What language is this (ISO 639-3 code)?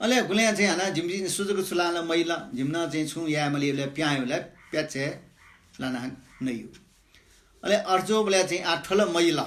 new